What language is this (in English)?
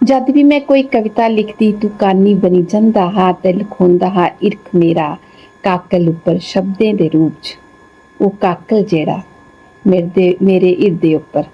Dogri